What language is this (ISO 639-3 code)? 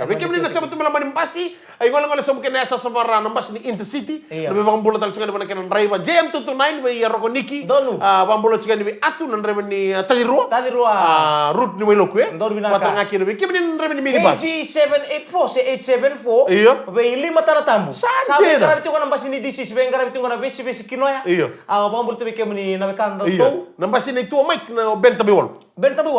fij